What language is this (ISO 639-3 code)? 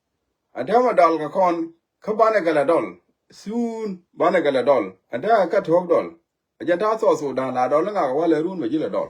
nus